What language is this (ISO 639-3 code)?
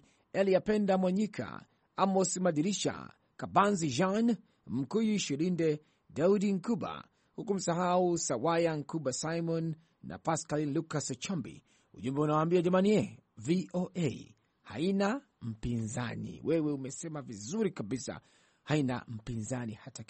swa